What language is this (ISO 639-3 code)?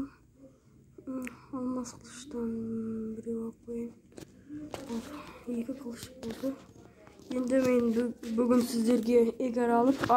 kaz